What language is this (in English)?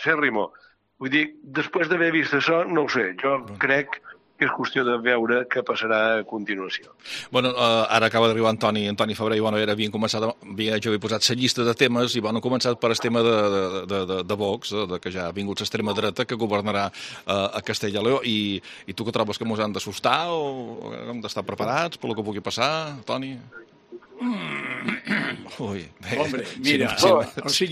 Catalan